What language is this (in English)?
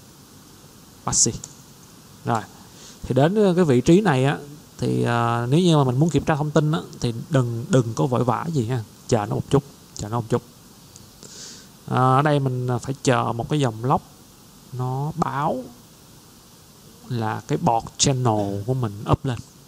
Vietnamese